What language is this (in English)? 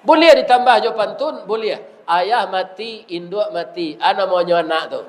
Minangkabau